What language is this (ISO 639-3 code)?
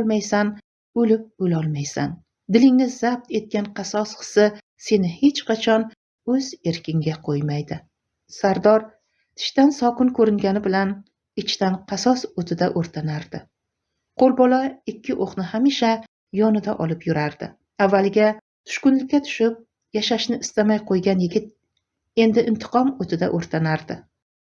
uzb